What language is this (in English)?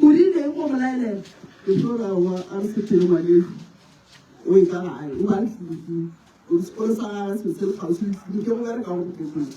Northern Sotho